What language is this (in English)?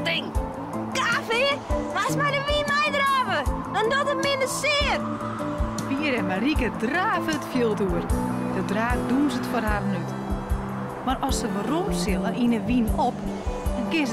Western Frisian